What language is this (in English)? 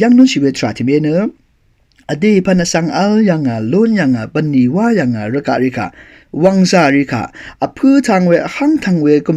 Rawang